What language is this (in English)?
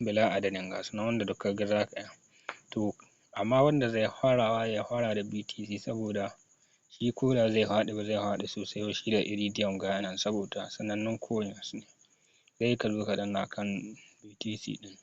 Hausa